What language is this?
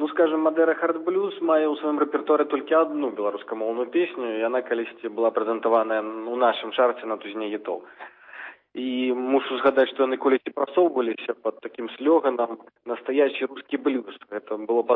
Belarusian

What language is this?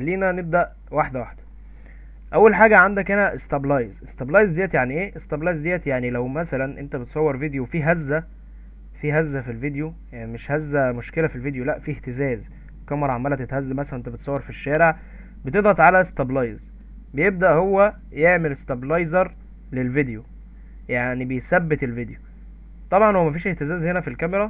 Egyptian Arabic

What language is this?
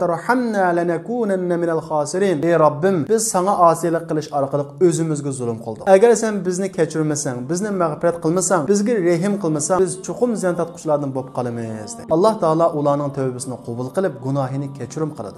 Uyghur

